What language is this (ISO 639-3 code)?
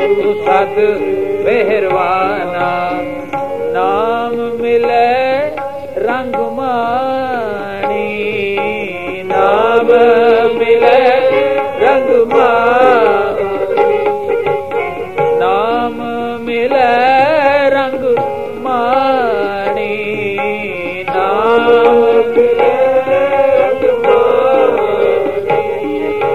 pan